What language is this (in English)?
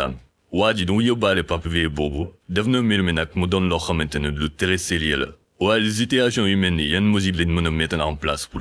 Wolof